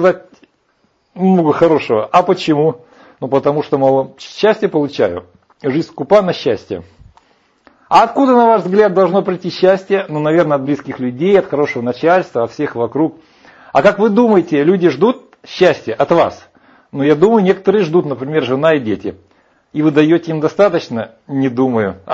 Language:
Russian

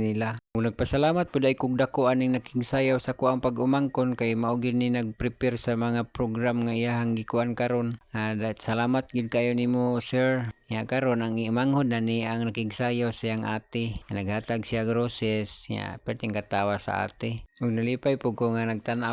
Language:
Cebuano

